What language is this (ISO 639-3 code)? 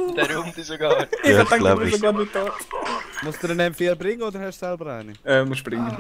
gsw